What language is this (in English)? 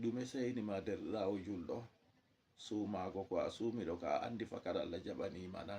Fula